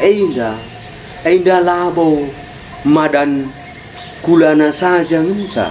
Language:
Batak Karo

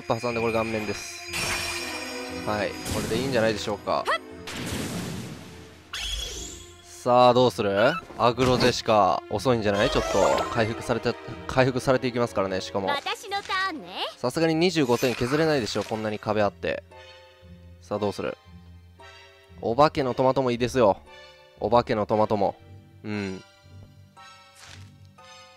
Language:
Japanese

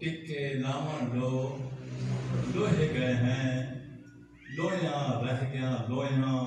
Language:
Saraiki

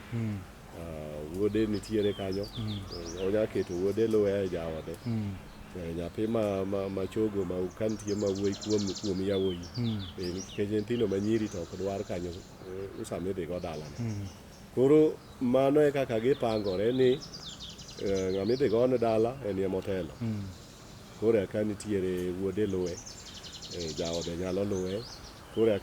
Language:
Luo (Kenya and Tanzania)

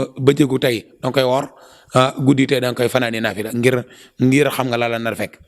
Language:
Wolof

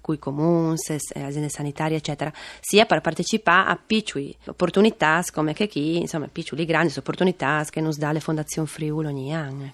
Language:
Friulian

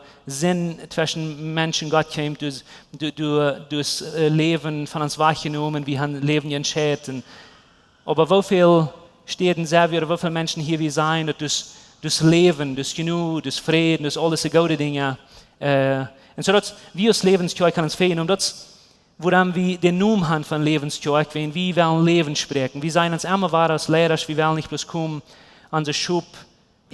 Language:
Plautdietsch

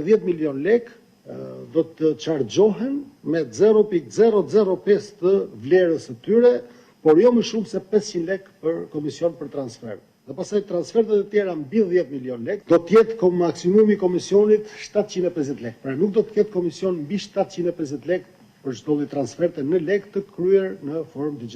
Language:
Albanian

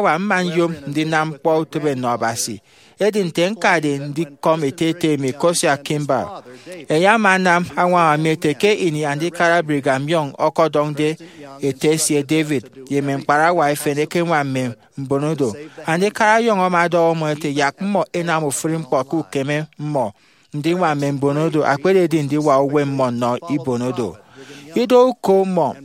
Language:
Efik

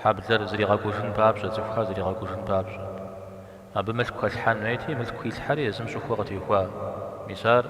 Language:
Kabardian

